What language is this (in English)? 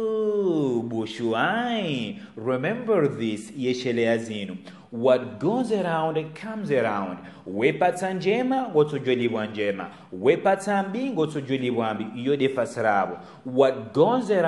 Ngazidja Comorian